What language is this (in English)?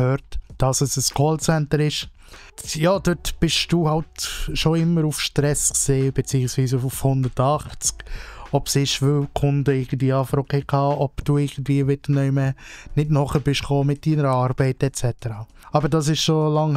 Swiss German